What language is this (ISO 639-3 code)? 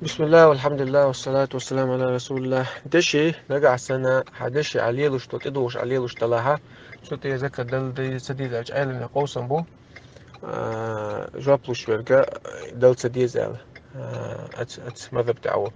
che